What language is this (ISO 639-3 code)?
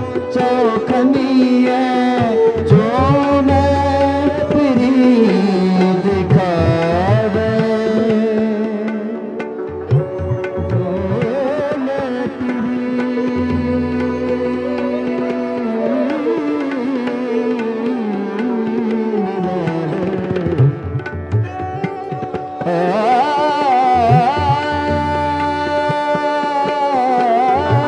hin